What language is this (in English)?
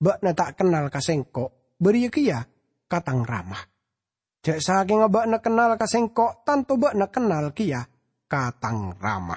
Madurese